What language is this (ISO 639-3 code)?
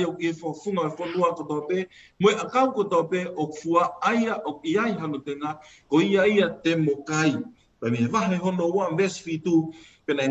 ton